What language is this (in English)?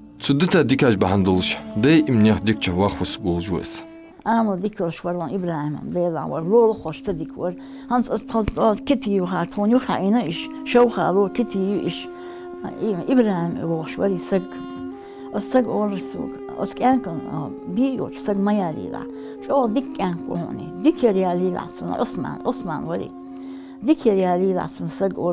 Ingush